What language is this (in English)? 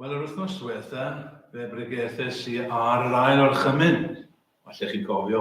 Welsh